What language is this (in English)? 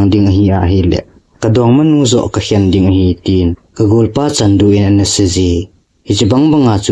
Thado Chin